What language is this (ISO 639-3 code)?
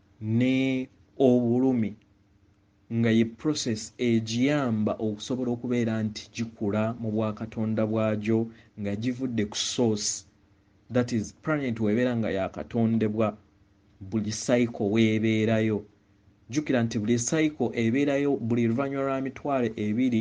lug